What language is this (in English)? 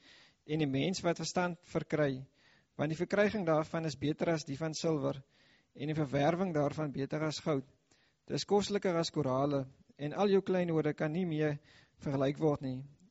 Afrikaans